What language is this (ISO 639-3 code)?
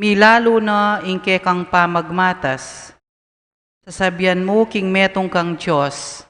pam